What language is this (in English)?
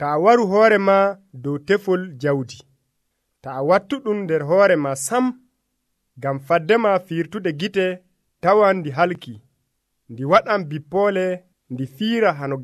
Nigerian Fulfulde